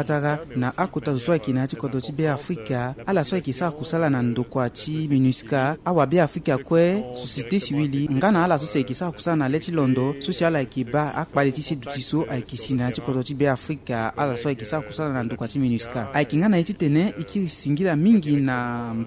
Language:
Sango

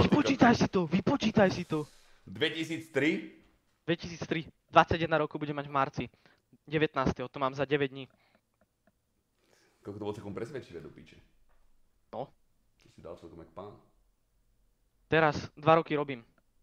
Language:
Slovak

